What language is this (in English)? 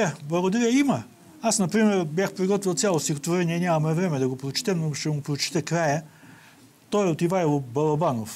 Bulgarian